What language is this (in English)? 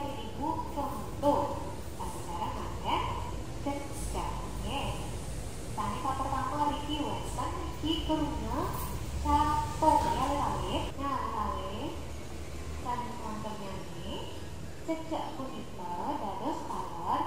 Balinese